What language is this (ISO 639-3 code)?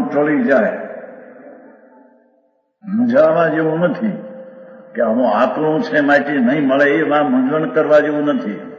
guj